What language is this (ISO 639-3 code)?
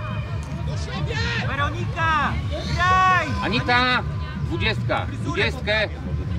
pol